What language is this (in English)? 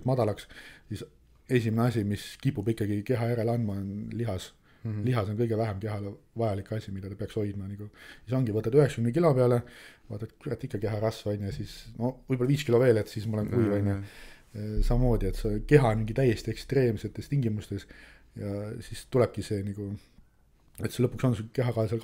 Estonian